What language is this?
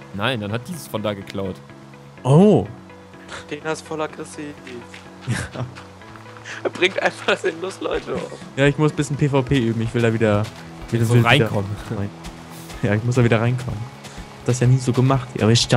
German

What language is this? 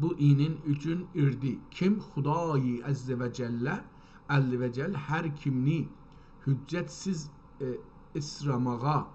South Azerbaijani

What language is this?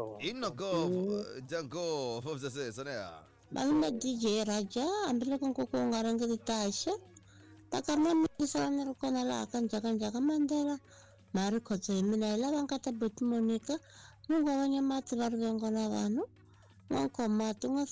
Tsonga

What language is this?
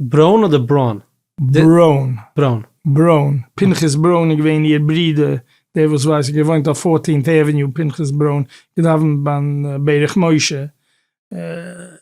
Yiddish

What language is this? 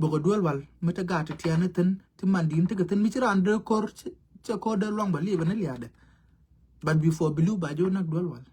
Nuer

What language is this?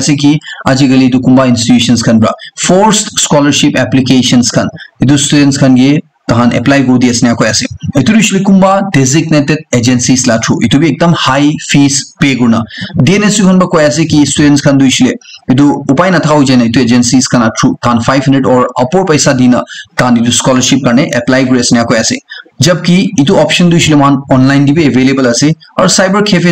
Naga Pidgin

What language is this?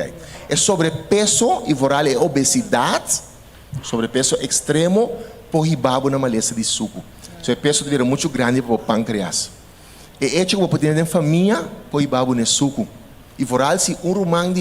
Papiamento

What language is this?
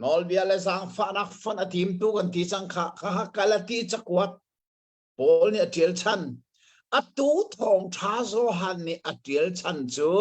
Hakha Chin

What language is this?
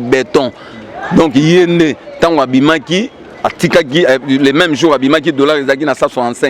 Lingala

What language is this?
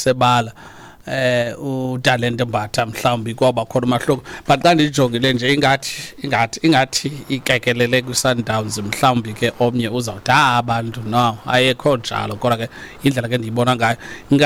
Xhosa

